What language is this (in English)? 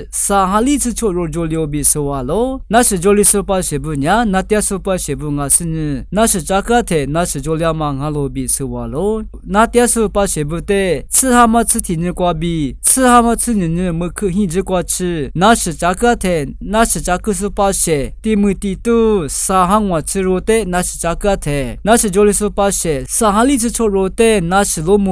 Lisu